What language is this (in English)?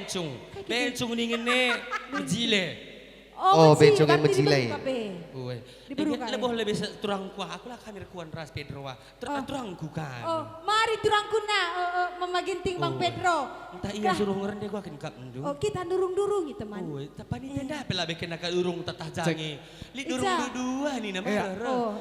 Batak Karo